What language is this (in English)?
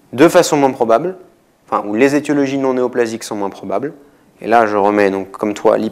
French